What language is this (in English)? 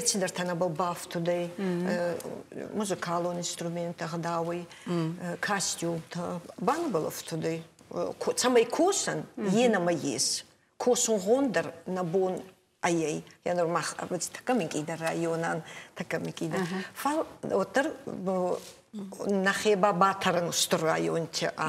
Ossetic